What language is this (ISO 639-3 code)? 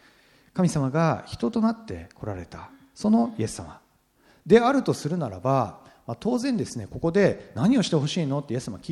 jpn